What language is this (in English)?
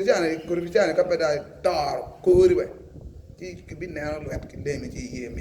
Acoli